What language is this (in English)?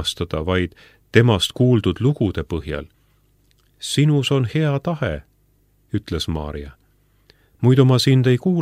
Estonian